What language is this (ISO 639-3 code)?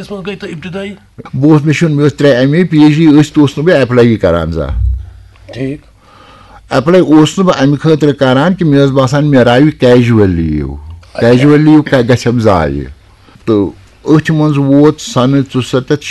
kas